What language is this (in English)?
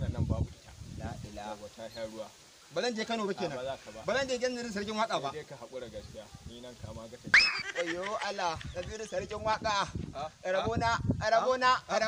Hausa